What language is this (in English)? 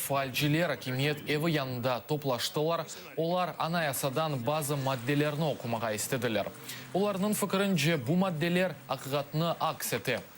Crimean Tatar